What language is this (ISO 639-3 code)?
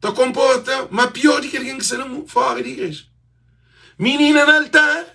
kea